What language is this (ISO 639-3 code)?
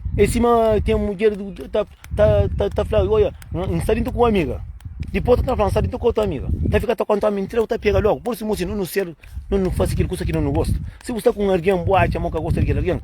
kea